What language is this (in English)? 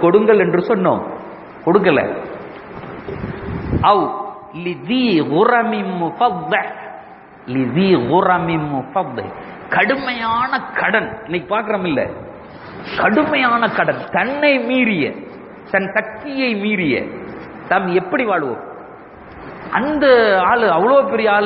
Tamil